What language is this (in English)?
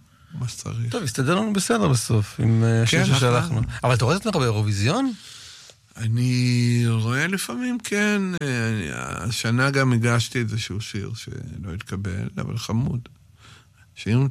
Hebrew